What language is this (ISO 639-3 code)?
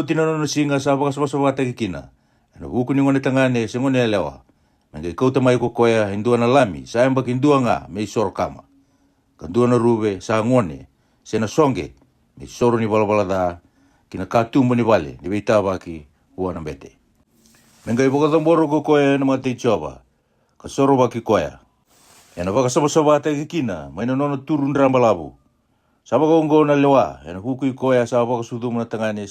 fij